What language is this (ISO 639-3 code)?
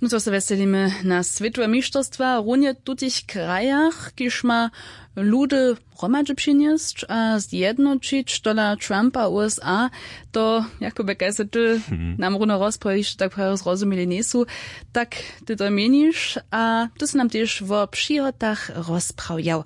hsb